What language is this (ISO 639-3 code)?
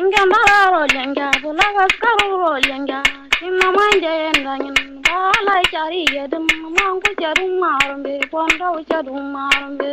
kau